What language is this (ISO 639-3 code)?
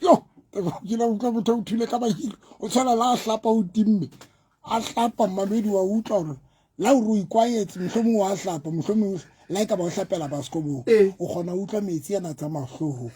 sot